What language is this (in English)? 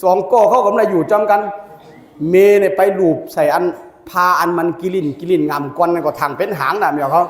Shan